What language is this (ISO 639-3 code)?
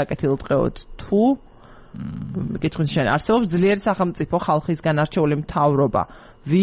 kat